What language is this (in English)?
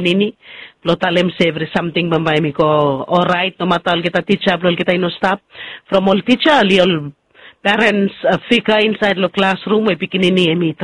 Bislama